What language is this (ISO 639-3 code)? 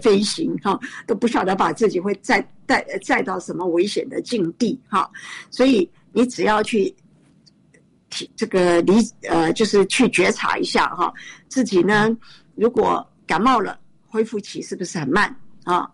zho